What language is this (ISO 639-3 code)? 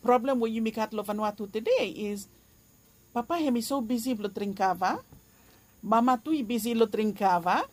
bis